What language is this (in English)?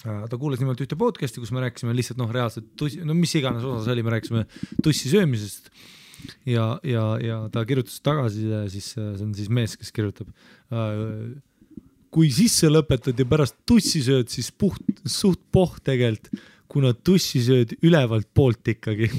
Estonian